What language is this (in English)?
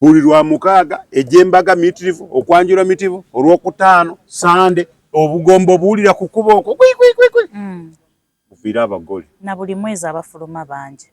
Ganda